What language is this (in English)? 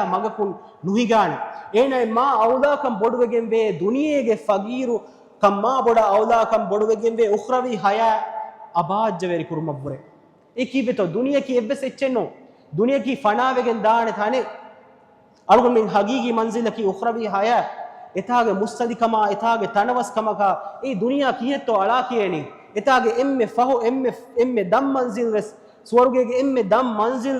Divehi